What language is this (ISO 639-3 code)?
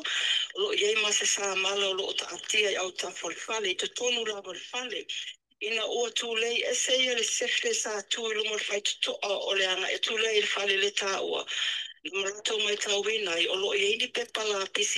smo